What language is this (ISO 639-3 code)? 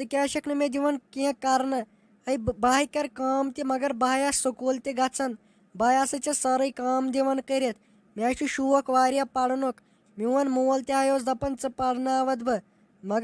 kas